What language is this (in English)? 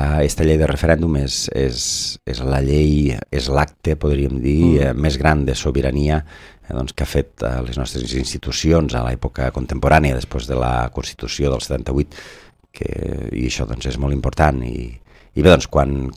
Catalan